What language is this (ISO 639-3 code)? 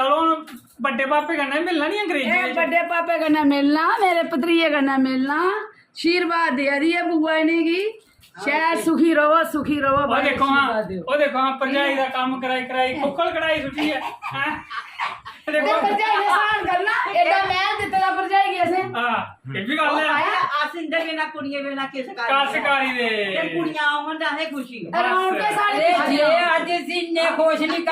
doi